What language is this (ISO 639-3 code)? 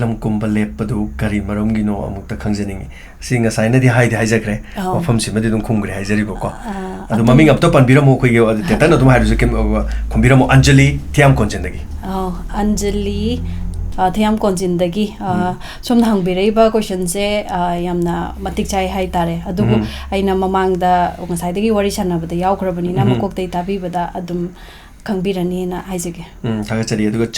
mni